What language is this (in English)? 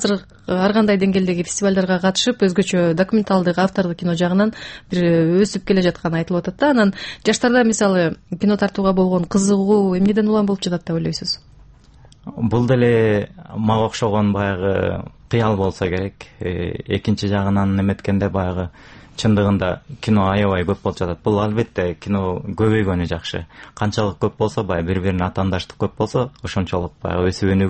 Kyrgyz